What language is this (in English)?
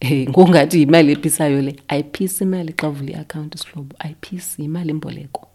Xhosa